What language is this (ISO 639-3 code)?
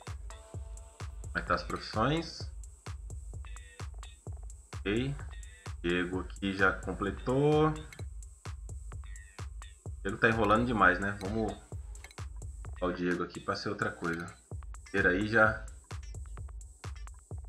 por